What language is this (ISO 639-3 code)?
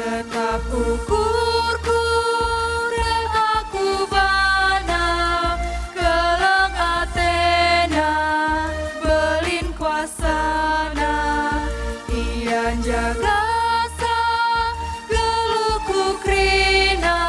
btx